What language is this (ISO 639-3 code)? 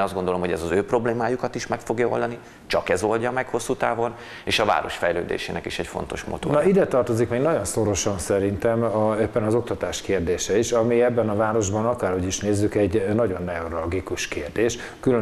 hun